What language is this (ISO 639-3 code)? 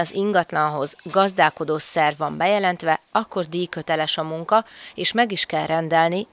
hun